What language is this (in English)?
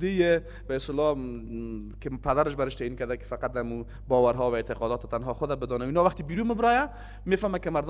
Persian